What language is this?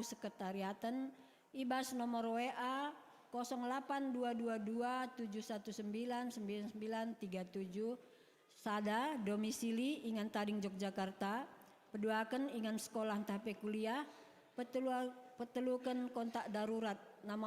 Batak Karo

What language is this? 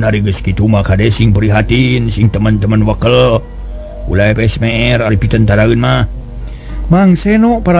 Sundanese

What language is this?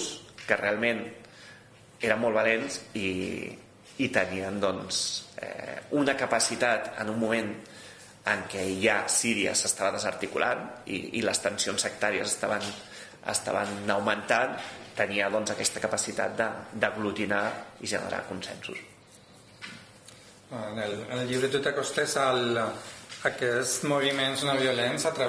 Catalan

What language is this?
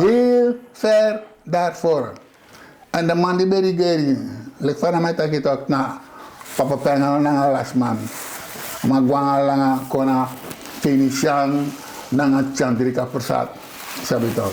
Sranan Tongo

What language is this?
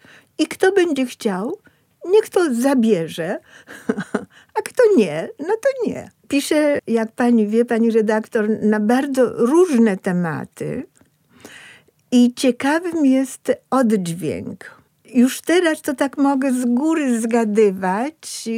Polish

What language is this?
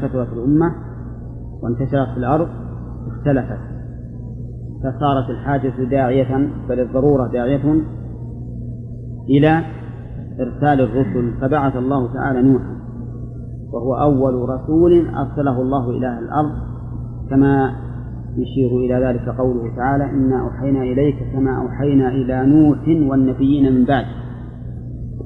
Arabic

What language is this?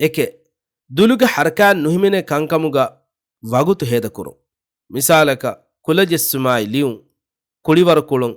Divehi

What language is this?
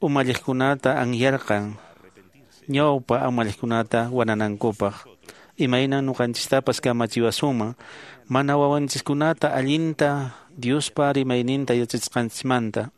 Quechua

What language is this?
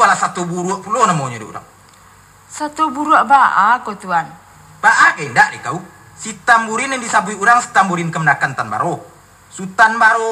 Minangkabau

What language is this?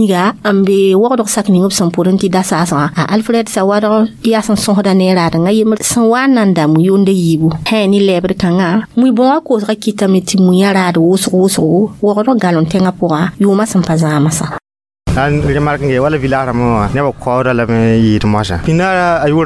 Mossi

